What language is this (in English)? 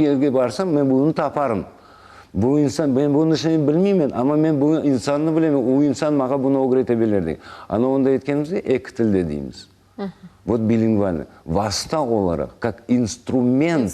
Crimean Tatar